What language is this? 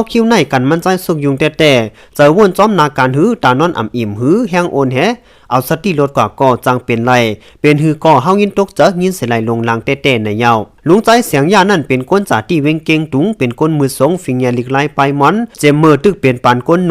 Shan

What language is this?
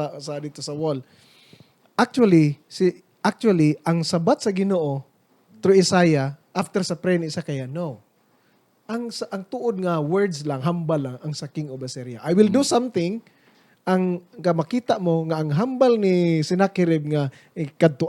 Hiligaynon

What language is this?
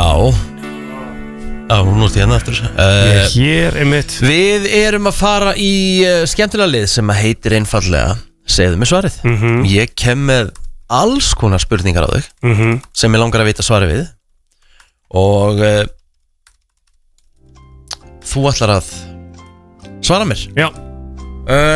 Icelandic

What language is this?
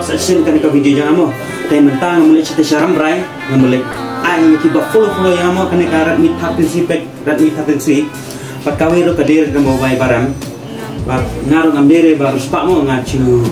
Khasi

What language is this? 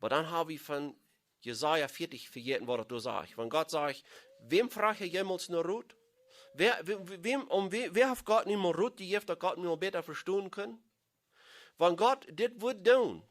Plautdietsch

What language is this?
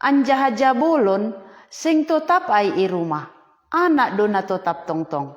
Batak Simalungun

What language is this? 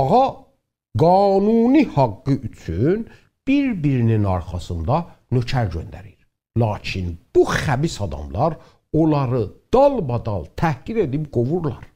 South Azerbaijani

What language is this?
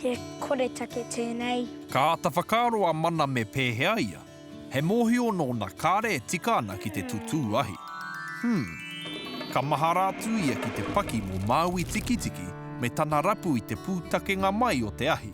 Māori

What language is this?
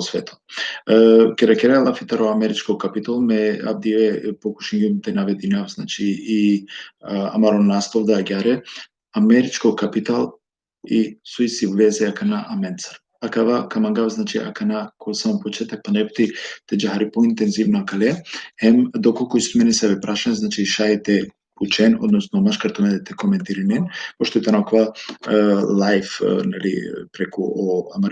Balkan Romani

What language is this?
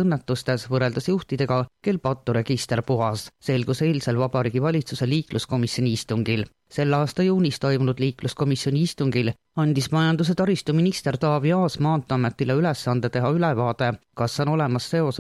Estonian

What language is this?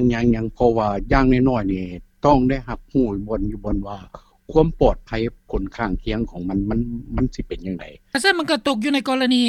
Lao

